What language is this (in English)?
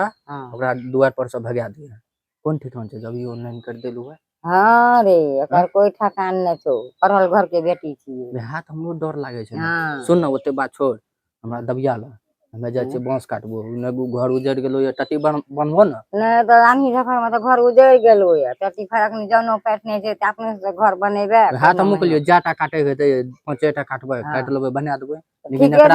Maithili